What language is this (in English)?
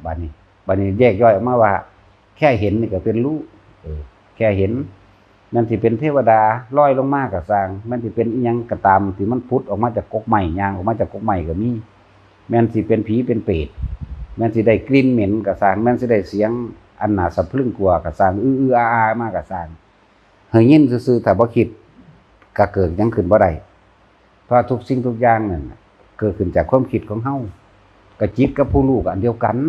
Northeastern Thai